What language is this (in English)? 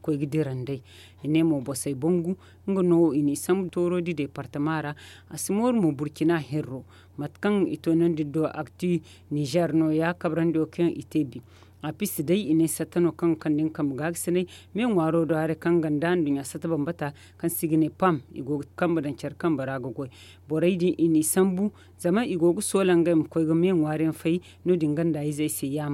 Zarma